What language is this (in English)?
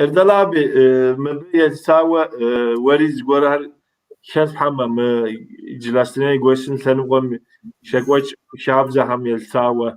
Kabardian